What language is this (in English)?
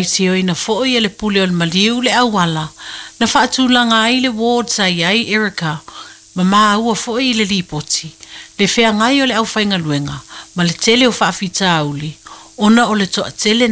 Samoan